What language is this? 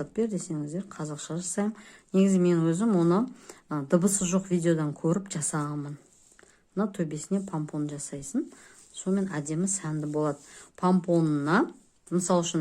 Kazakh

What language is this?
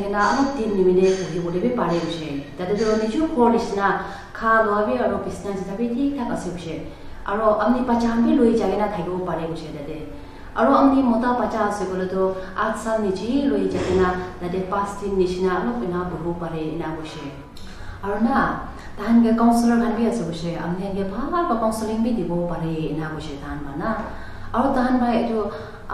Naga Pidgin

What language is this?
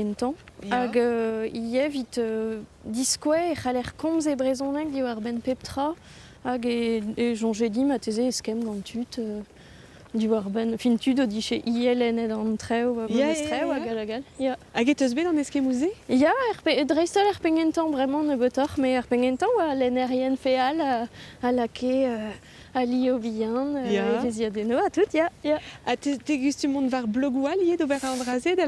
Breton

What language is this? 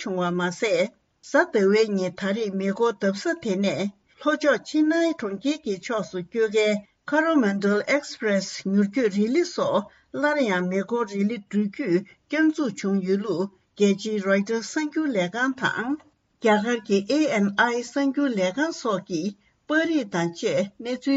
Tibetan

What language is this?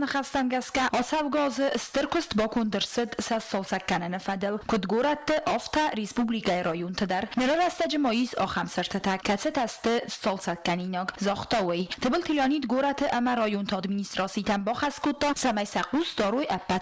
Ossetic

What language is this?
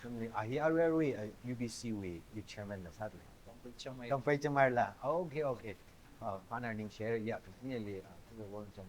Tangkhul Naga (India)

